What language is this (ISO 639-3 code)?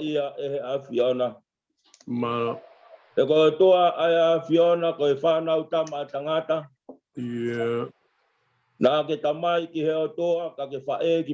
ton